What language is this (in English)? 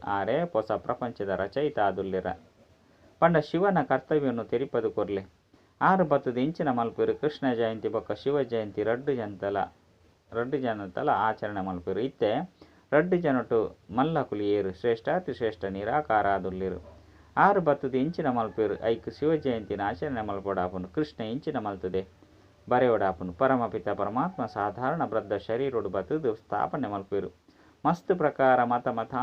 Tulu